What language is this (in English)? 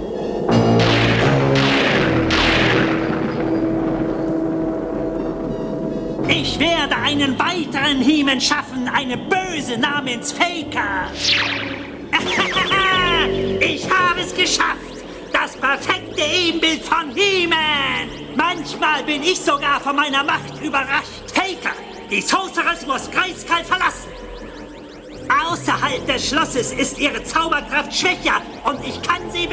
German